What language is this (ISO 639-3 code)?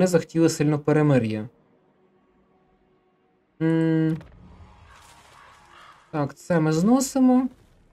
ukr